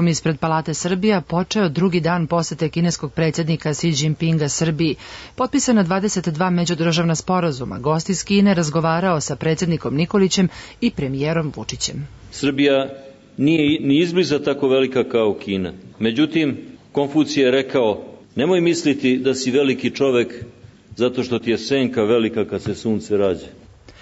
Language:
Serbian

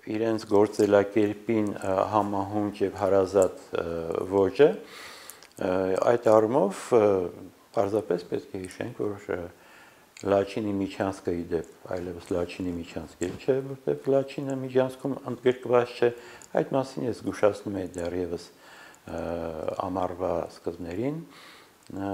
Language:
Armenian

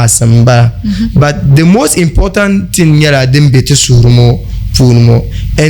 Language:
Dagbani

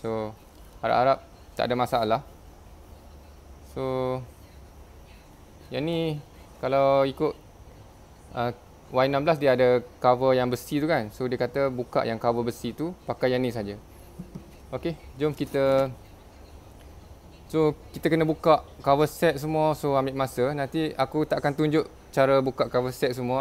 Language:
Malay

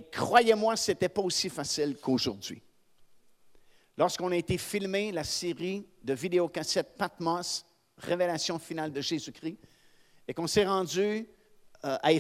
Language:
French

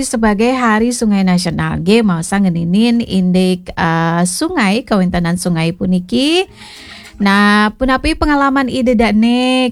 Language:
Balinese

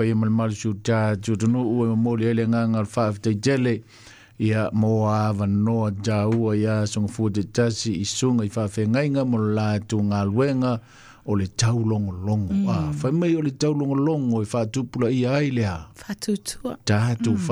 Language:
Samoan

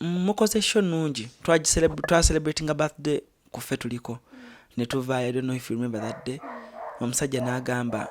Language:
Ganda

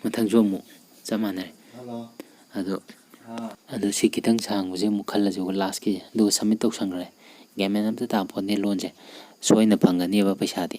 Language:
Manipuri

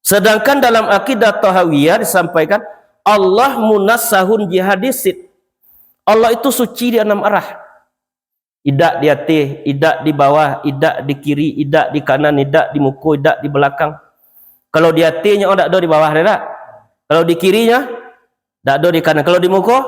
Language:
Minangkabau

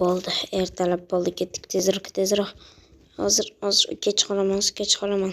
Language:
Uzbek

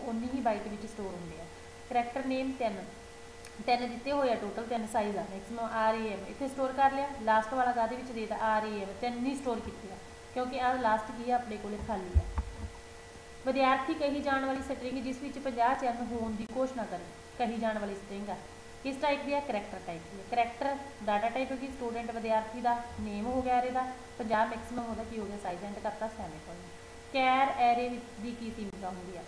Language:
Punjabi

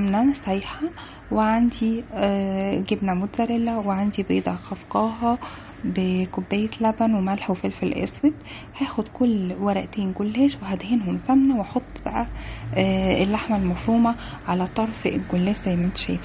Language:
Egyptian Arabic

